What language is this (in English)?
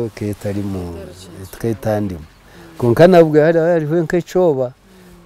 Nyankole